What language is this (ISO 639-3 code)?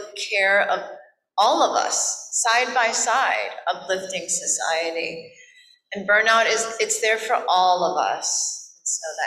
eng